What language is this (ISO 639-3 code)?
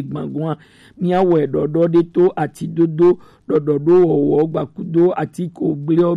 gej